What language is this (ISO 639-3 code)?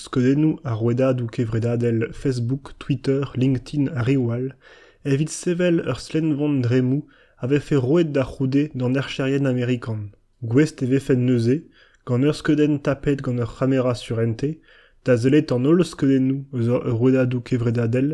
bre